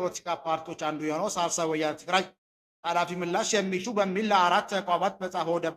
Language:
Amharic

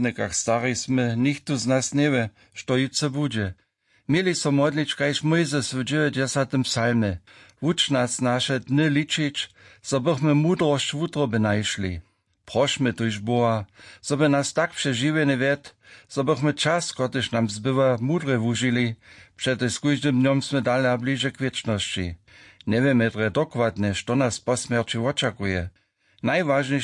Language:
Upper Sorbian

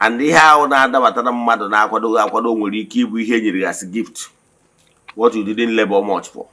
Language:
Igbo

